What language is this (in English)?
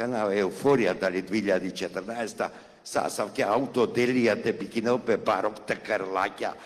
Macedonian